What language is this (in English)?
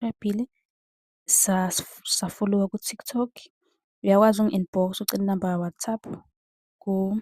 Zulu